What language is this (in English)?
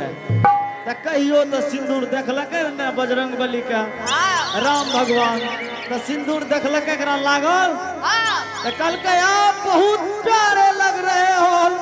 Angika